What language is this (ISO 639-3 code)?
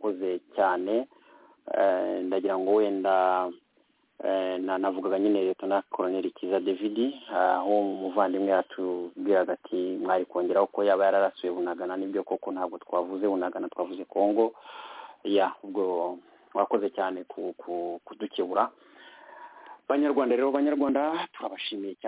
kin